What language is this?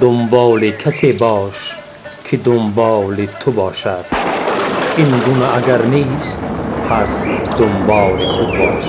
Tajik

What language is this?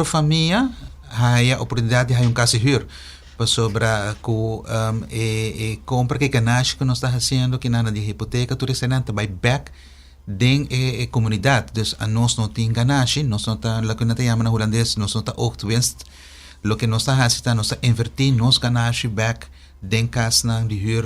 Papiamento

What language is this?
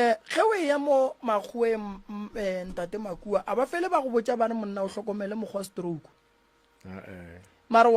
Northern Sotho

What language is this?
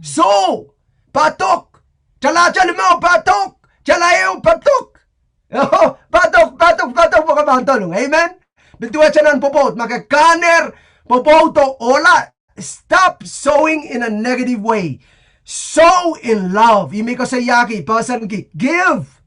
Pohnpeian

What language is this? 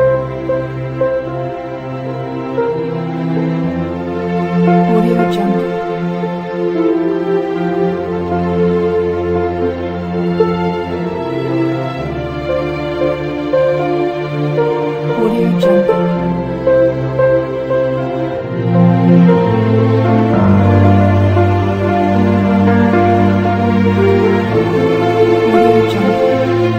Japanese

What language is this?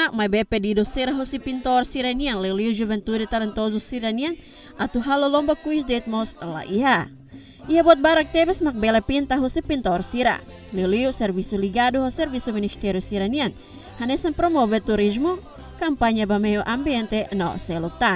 Tetum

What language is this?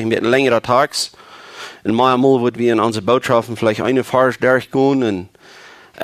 Plautdietsch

